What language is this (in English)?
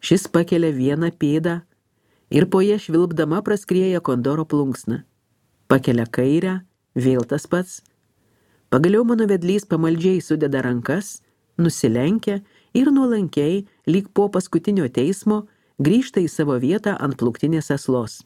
Lithuanian